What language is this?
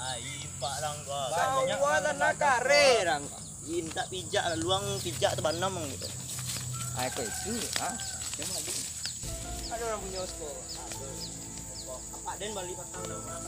Minangkabau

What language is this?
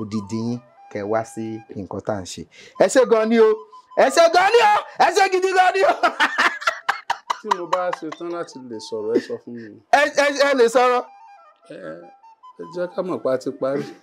Yoruba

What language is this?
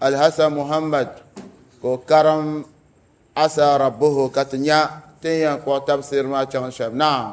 Dagbani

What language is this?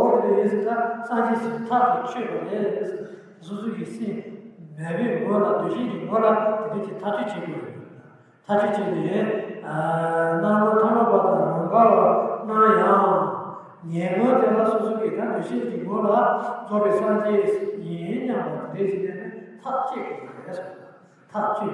Tibetan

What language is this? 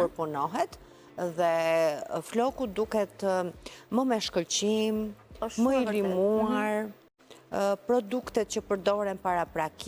Albanian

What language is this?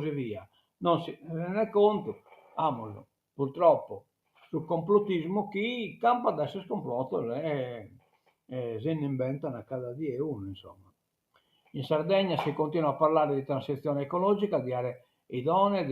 Sardinian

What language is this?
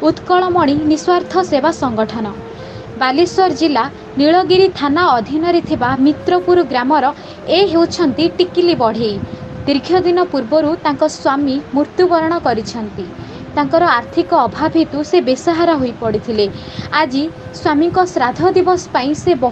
Odia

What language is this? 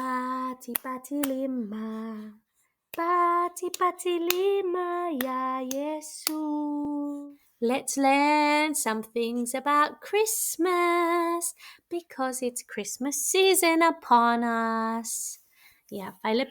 Samoan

